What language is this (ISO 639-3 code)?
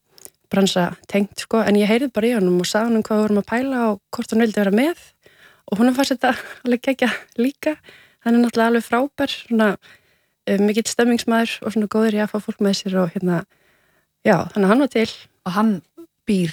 isl